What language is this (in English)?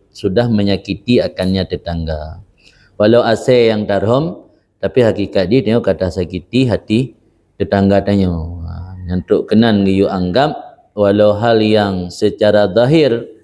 Achinese